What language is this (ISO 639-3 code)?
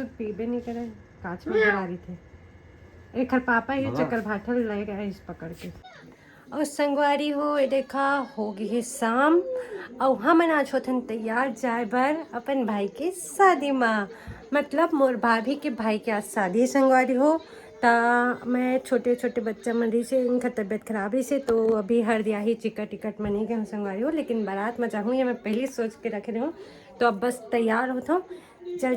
hne